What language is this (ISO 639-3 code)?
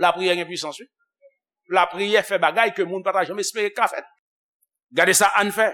hat